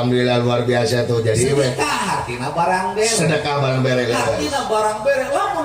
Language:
Sundanese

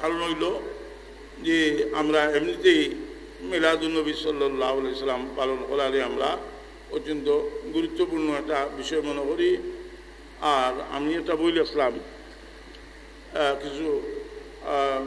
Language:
Sylheti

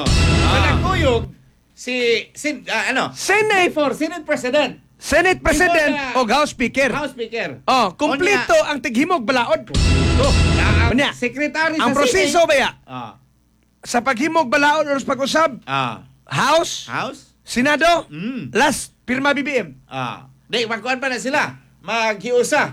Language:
Cebuano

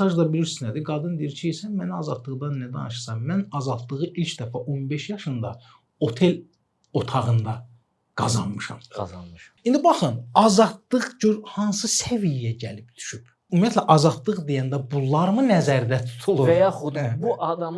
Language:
Azerbaijani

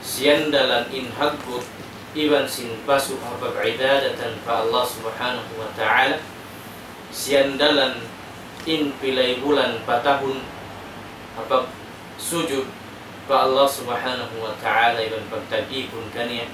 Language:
Tausug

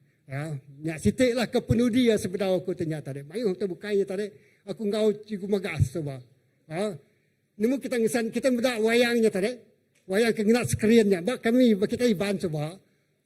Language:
Iban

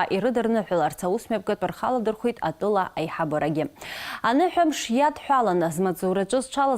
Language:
Abkhazian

